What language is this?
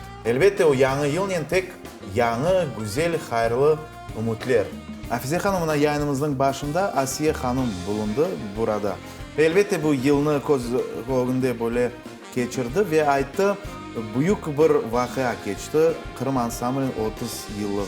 Crimean Tatar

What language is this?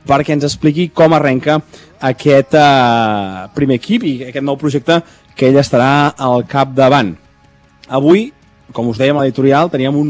Catalan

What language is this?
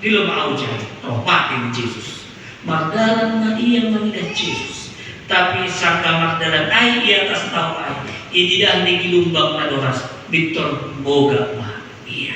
Batak Simalungun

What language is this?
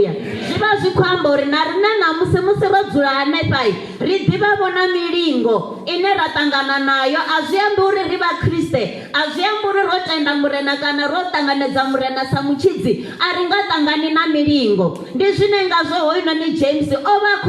Venda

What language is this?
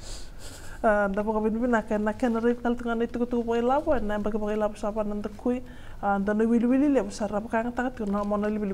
Fijian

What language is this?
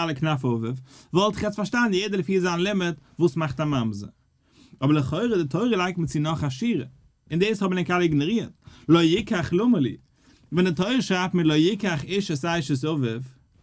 Yiddish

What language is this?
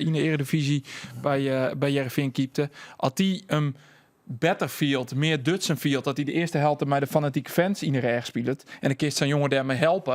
Western Frisian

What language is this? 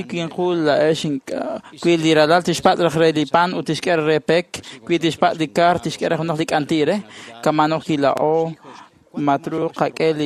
Kekchí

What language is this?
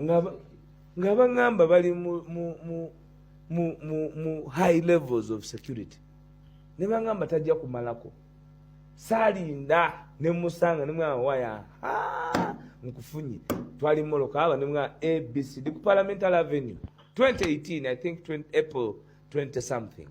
Ganda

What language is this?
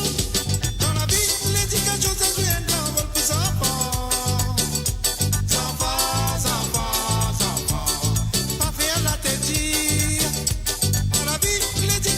Morisyen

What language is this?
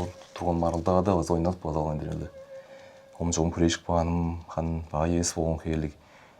Tuvinian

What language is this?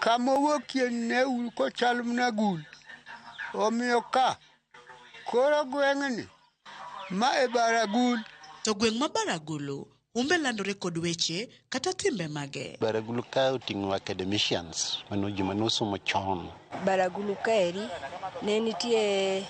Luo (Kenya and Tanzania)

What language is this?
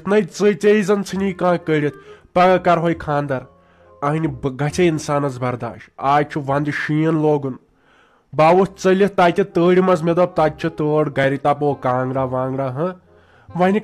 Kashmiri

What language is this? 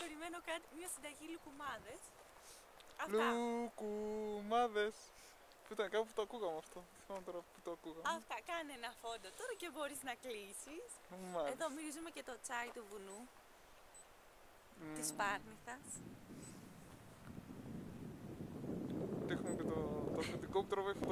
Greek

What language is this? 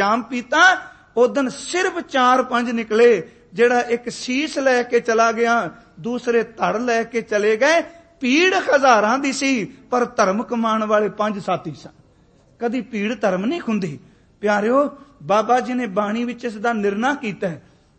Punjabi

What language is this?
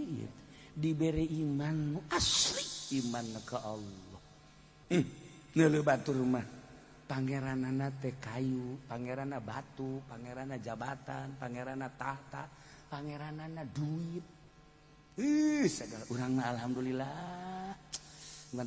Sundanese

